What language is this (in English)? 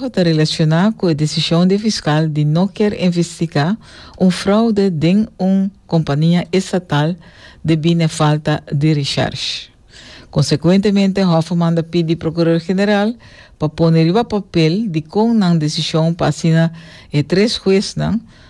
Papiamento